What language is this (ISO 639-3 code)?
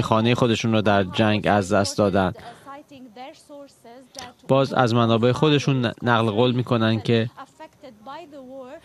fas